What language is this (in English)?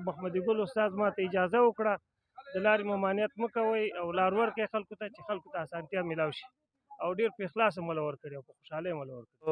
Pashto